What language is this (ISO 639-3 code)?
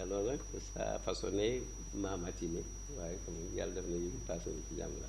wol